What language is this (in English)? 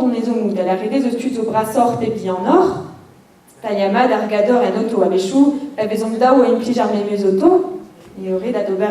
Breton